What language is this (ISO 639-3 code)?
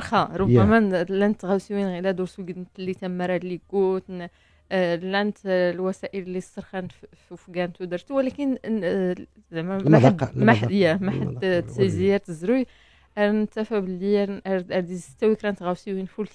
ary